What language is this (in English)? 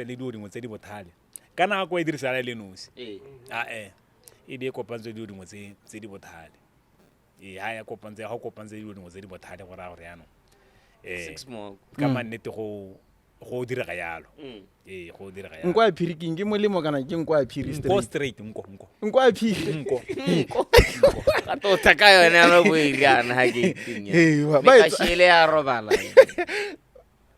Tswana